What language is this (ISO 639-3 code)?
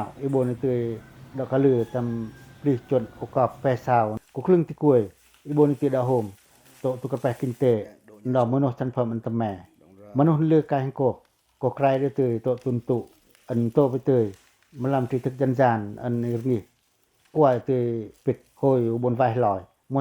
pac